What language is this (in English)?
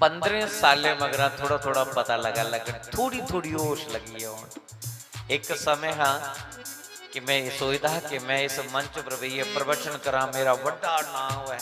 Dogri